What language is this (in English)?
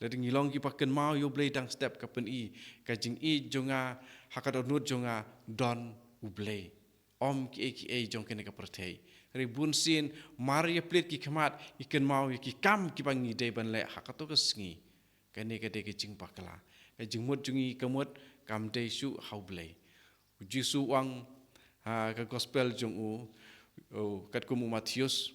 Khasi